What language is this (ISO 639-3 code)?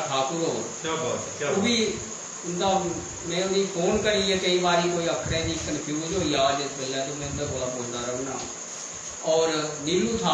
doi